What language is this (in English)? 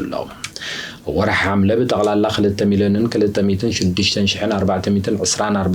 Tigrinya